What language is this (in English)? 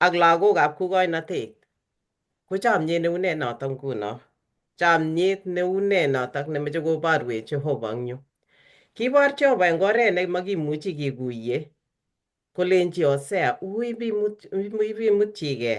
Kalenjin